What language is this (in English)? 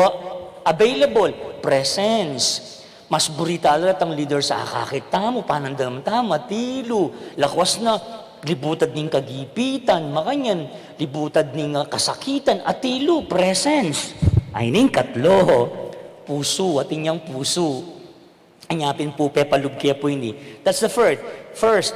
Pampanga